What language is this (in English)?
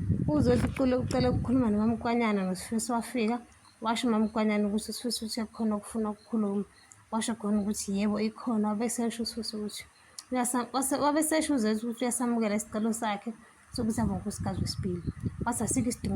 Zulu